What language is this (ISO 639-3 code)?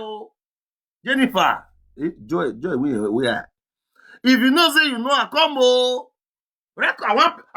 pcm